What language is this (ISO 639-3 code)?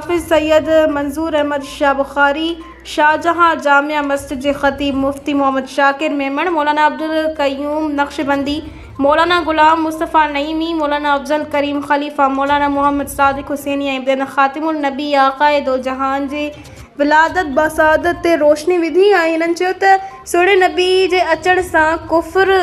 snd